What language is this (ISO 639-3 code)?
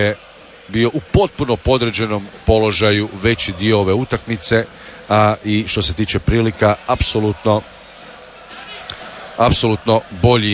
hrv